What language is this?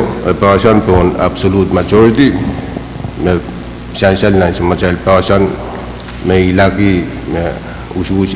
Pohnpeian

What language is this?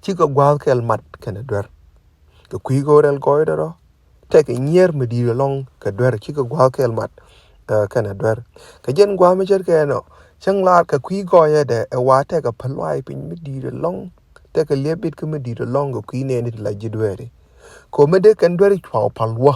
Nuer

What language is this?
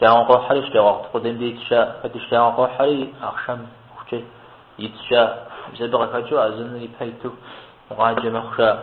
Kabardian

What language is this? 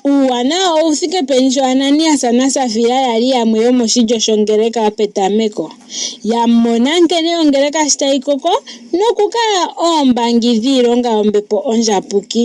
Ndonga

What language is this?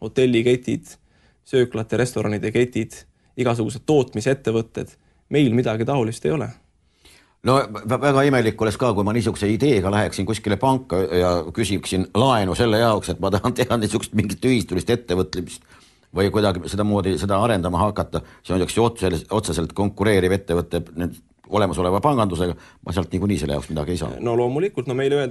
Estonian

